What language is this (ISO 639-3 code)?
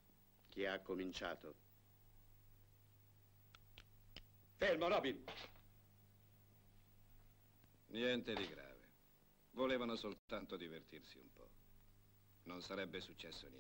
ita